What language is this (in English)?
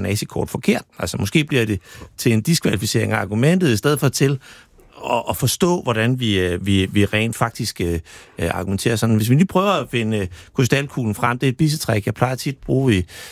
Danish